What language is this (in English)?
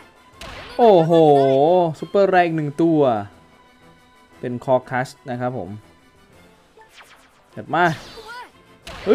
Thai